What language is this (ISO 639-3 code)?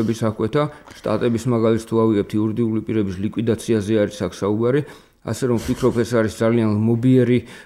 kat